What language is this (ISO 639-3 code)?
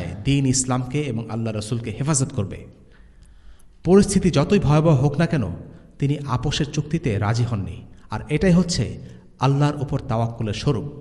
ben